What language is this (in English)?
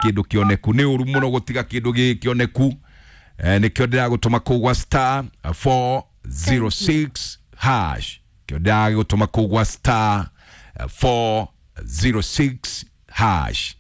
Kikuyu